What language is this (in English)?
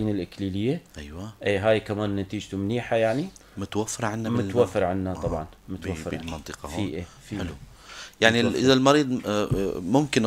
North Levantine Arabic